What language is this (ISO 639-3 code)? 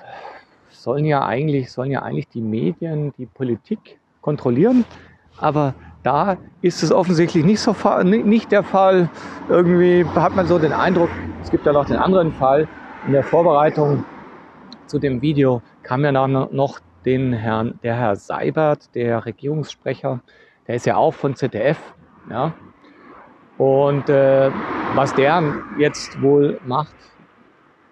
deu